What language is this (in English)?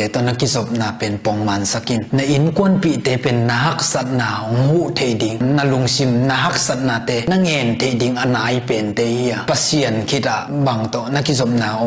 Tedim Chin